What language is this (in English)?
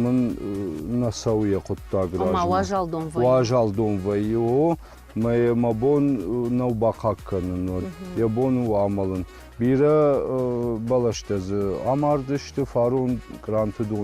Ossetic